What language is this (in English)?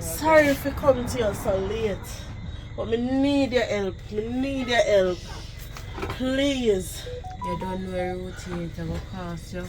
Jamaican Creole English